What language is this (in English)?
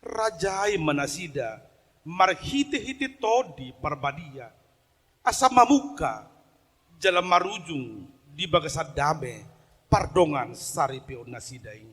Batak Toba